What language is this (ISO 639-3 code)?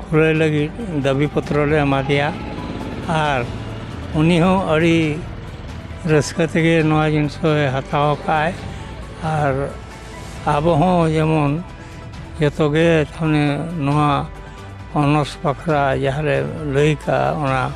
sat